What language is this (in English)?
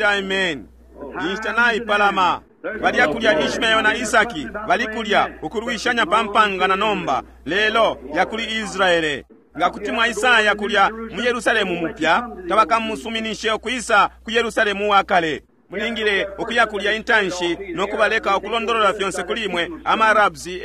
Bemba